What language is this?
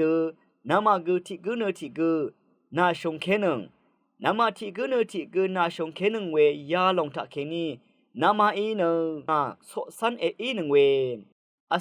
Rawang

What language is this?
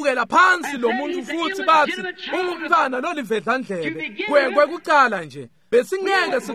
Swati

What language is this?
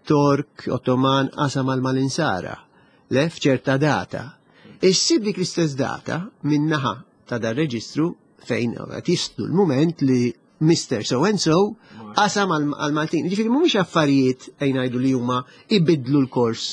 Maltese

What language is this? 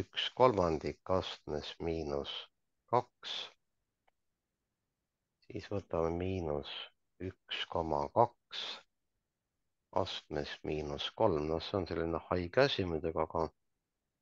Estonian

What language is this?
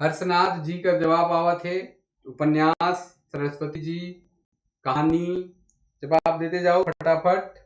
Sadri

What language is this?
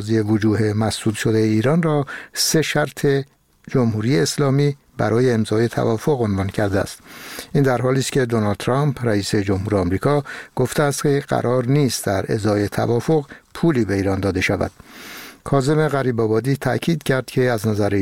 Persian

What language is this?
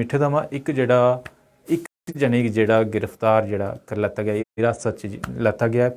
Dogri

